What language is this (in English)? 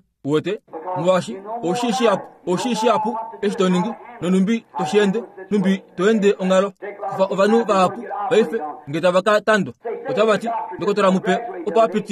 Kuanyama